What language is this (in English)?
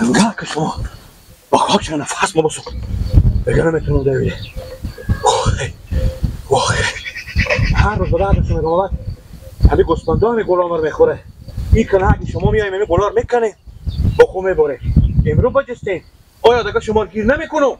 Persian